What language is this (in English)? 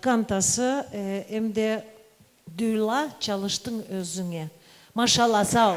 Crimean Tatar